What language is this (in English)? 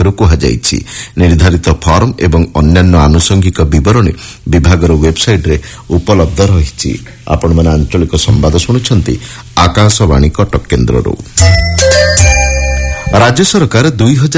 Odia